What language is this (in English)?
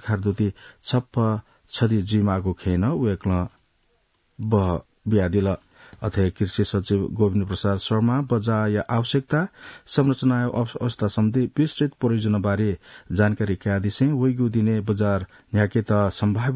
Newari